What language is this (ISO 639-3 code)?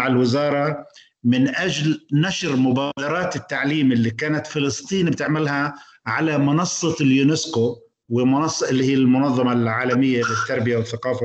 ara